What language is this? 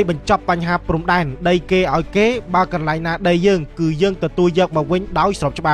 Khmer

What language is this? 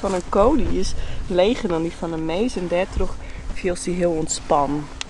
Western Frisian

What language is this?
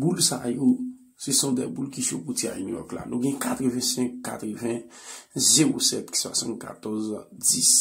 Haitian Creole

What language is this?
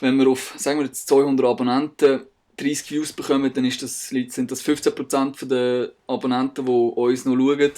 Swiss German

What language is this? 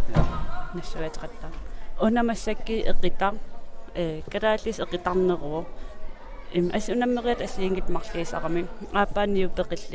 Kalaallisut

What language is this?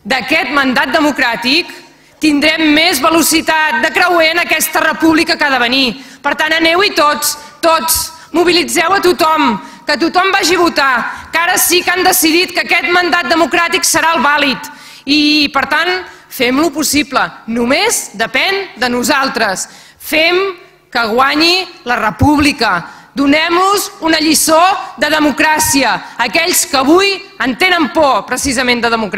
Catalan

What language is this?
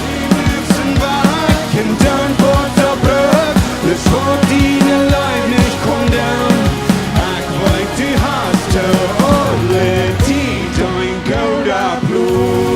Plautdietsch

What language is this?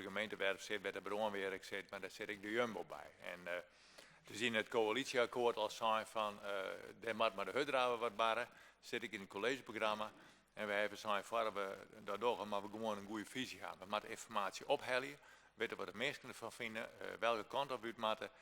Western Frisian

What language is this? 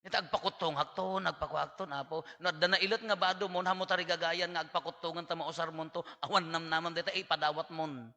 Iloko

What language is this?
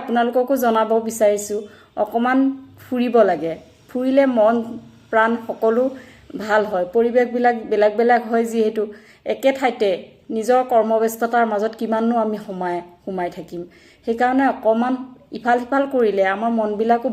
Assamese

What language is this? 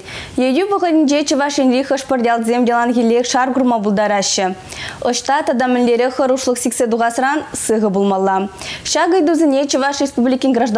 Chuvash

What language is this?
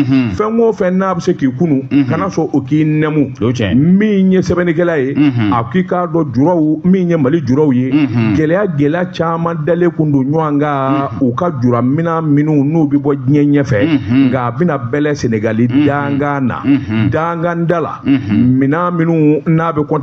Bambara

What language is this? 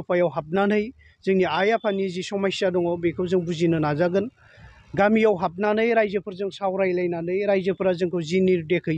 Bodo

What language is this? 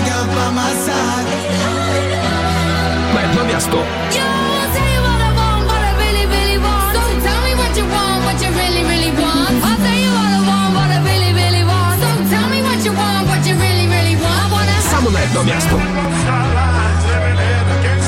Bulgarian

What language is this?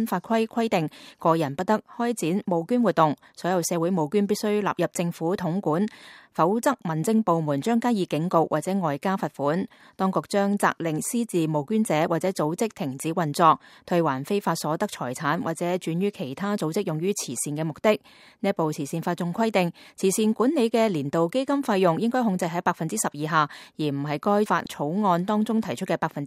Cantonese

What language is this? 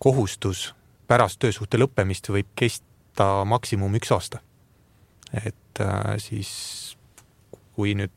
Estonian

